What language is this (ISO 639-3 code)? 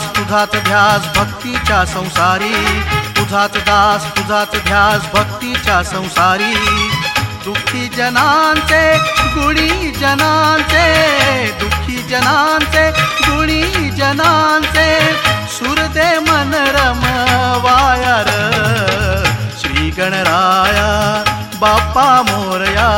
mar